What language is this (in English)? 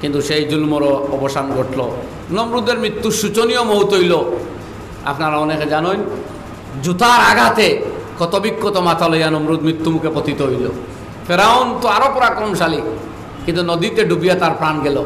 Sylheti